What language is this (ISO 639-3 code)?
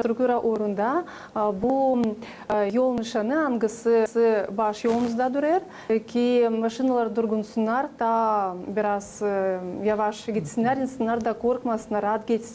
gag